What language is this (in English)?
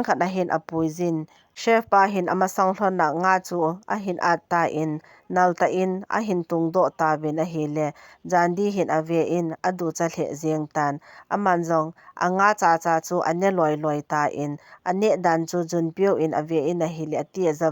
Thado Chin